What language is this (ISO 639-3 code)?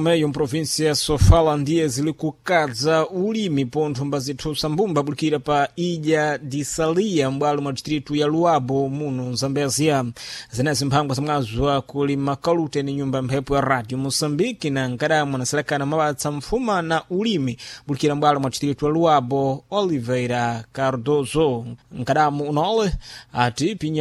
seh